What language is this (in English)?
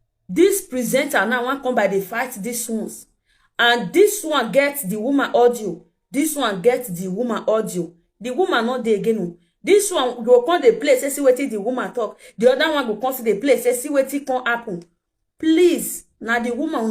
Nigerian Pidgin